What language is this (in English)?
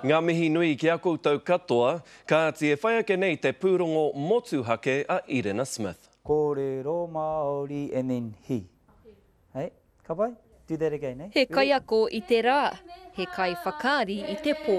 Māori